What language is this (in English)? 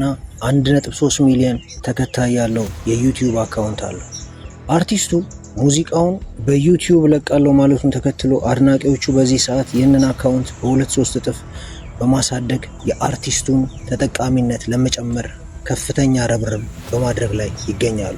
Amharic